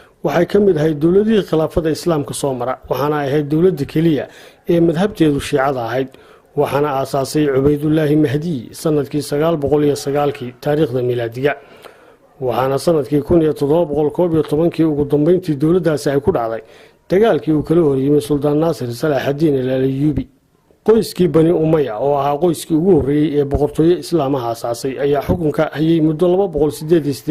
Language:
Somali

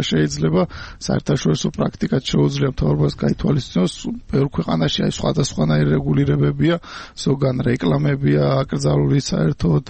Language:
Georgian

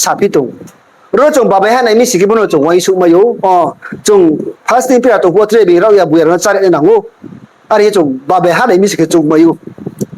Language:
Riang (India)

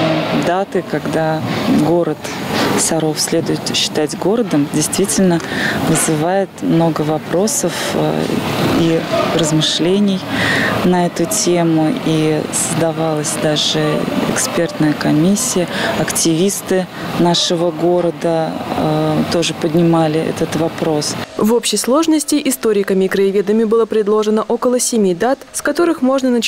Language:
Russian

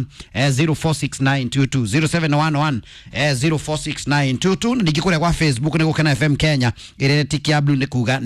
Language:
Kikuyu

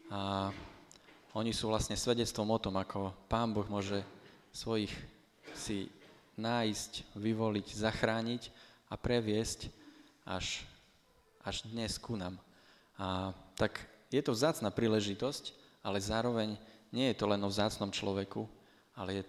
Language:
Slovak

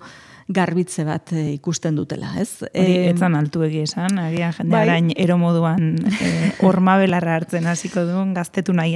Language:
Basque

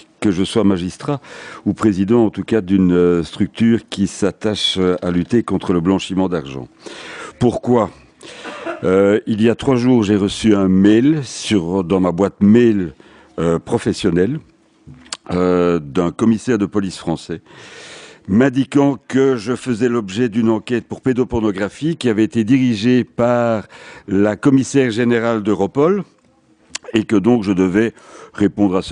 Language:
French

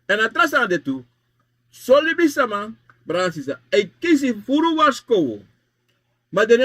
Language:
Sranan Tongo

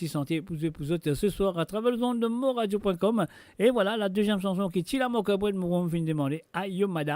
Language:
Morisyen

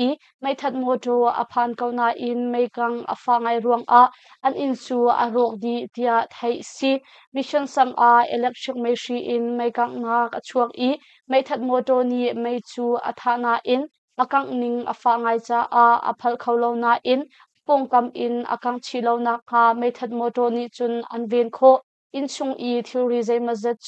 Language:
Hakha Chin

